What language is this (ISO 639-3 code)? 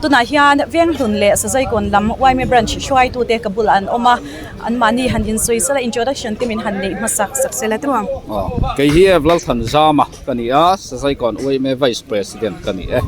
lus